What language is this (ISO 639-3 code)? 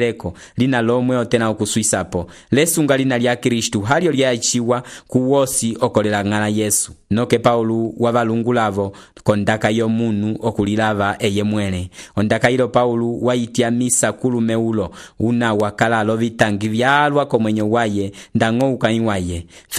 umb